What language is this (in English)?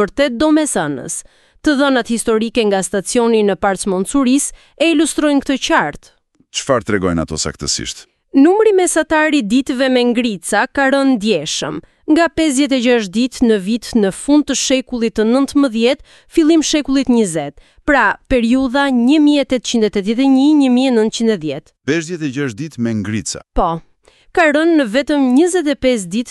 Albanian